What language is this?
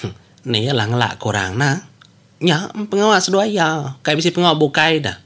Iban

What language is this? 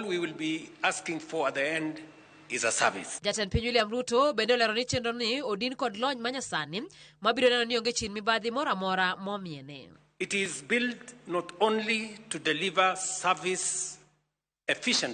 Luo (Kenya and Tanzania)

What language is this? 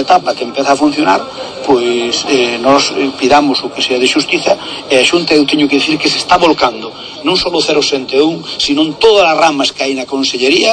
Galician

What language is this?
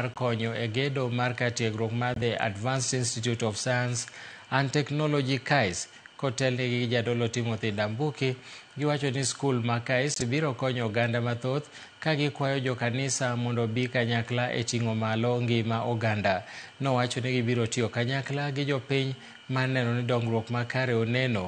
Luo (Kenya and Tanzania)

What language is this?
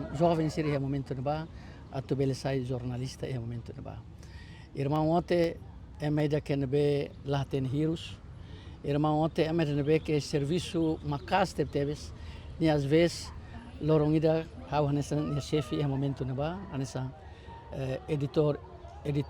Tetum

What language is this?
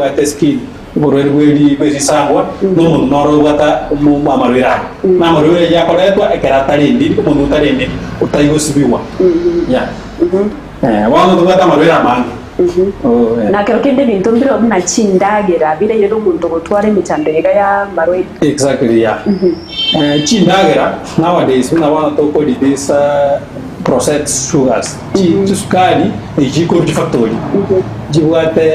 Gusii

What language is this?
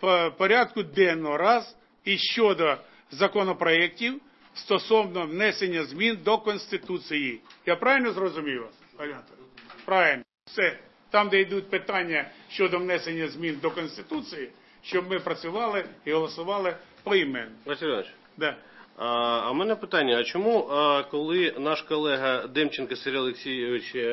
Ukrainian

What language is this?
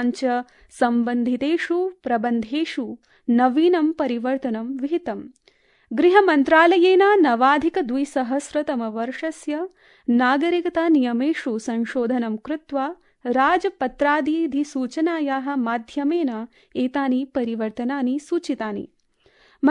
Sanskrit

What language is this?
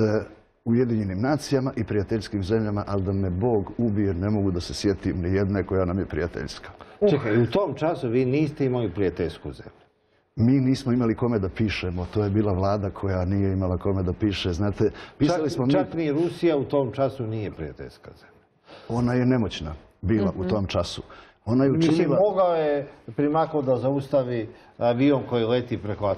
Serbian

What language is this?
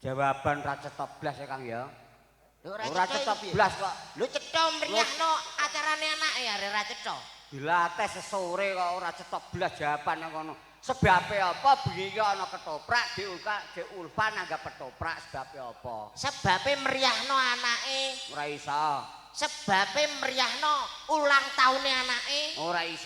Javanese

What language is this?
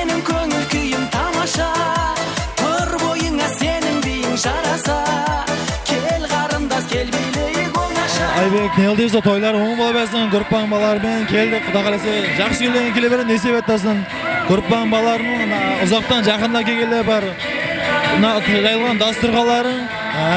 Kara-Kalpak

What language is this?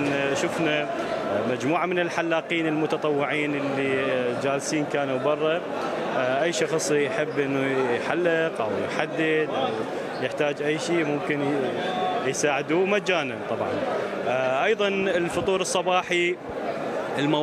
Mesopotamian Arabic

